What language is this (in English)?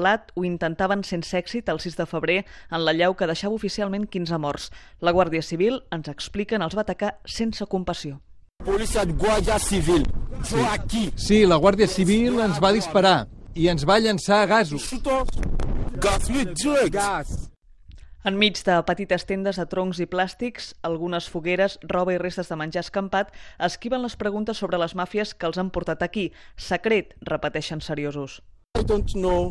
Catalan